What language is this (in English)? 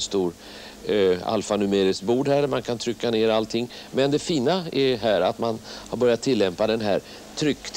Swedish